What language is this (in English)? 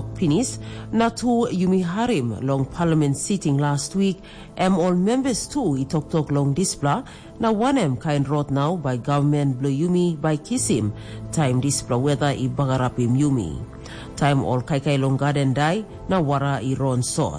Tok Pisin